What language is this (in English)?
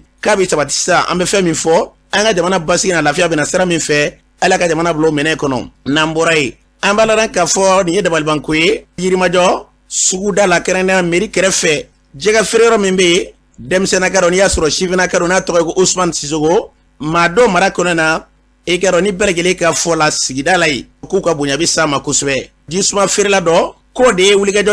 Bambara